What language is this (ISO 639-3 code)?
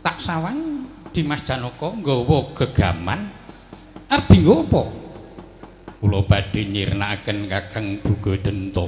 jav